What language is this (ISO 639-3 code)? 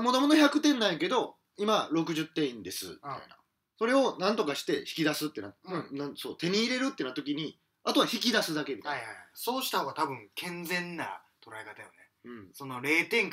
jpn